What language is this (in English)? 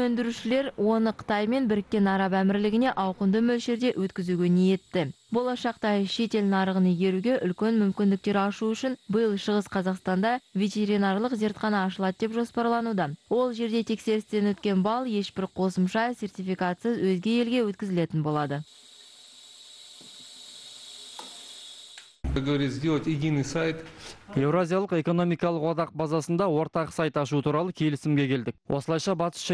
Kazakh